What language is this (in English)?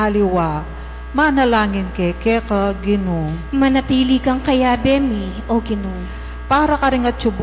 Pampanga